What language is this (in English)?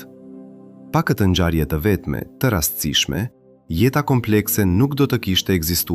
Albanian